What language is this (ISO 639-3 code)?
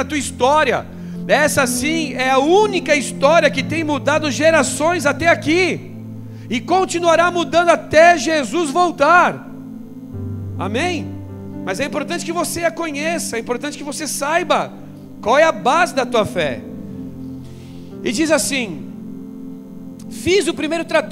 por